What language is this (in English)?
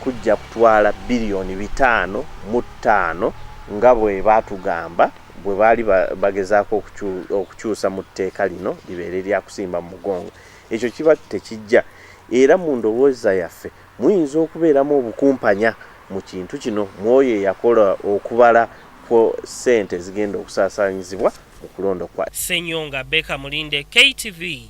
Ganda